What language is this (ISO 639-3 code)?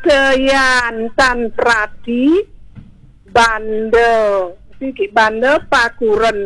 ban